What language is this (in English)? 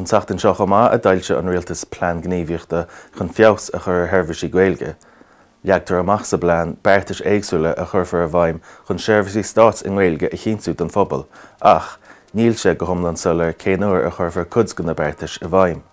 Irish